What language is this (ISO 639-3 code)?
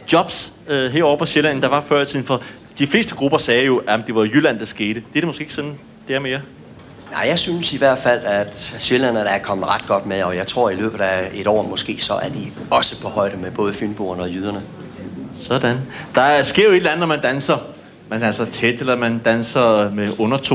dan